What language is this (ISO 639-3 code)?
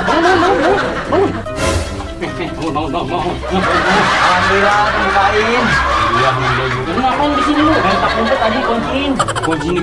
bew